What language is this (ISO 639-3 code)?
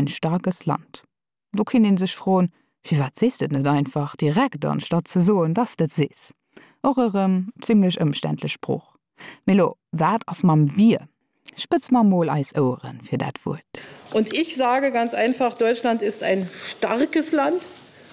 ltz